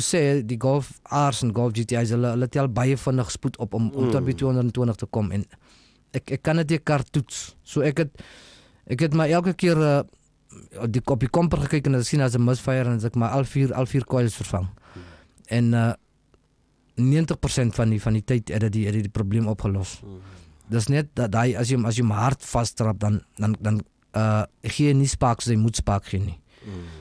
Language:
Afrikaans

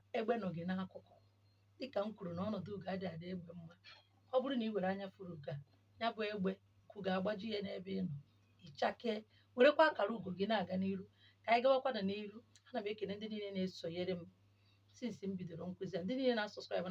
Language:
Igbo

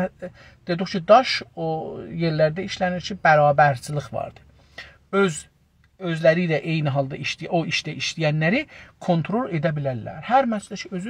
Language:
South Azerbaijani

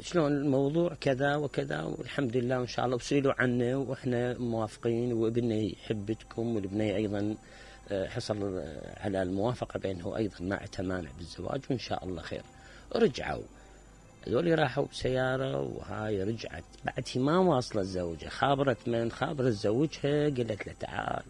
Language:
Mesopotamian Arabic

